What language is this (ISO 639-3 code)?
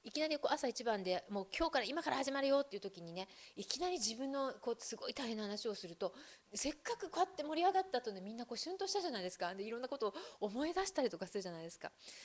jpn